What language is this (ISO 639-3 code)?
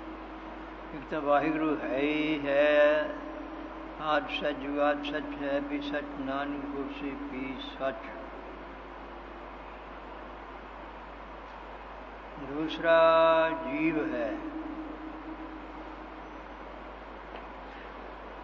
pan